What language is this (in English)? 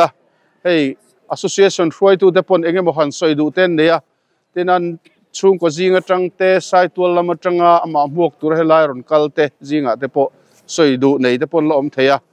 Mizo